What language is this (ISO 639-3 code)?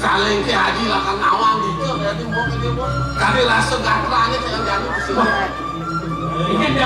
ban